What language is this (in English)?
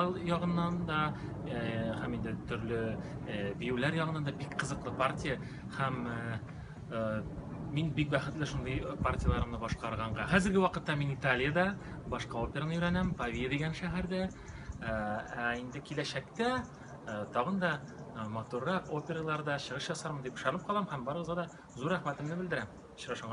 Tatar